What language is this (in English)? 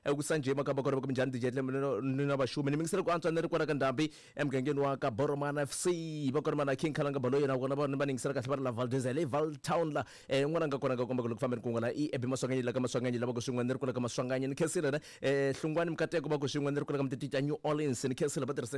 Tsonga